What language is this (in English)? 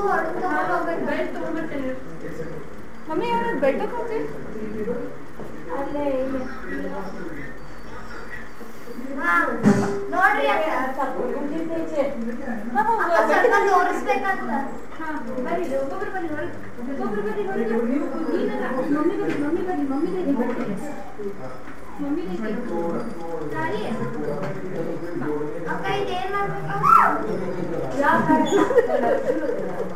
Kannada